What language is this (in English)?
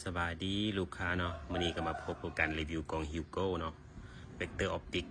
Lao